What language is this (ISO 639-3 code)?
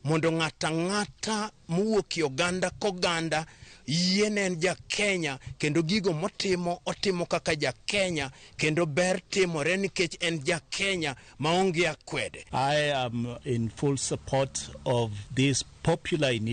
luo